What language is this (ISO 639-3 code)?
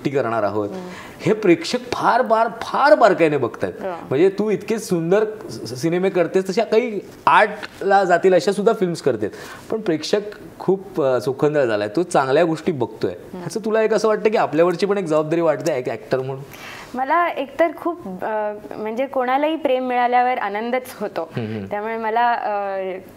mar